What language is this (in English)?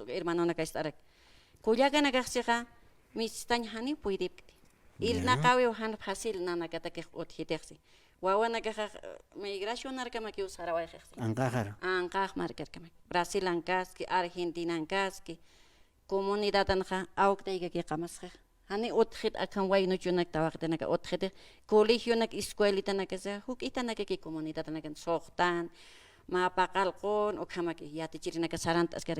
Aymara